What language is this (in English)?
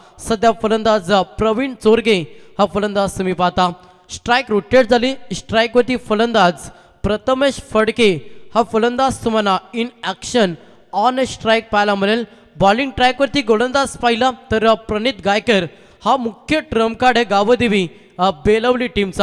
Marathi